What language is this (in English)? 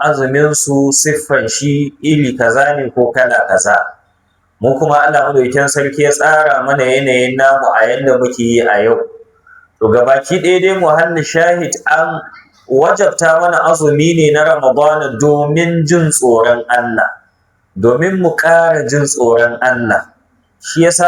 Hausa